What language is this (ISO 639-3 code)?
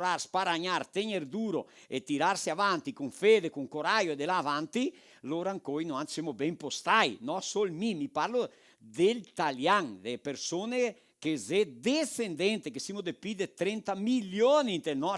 vec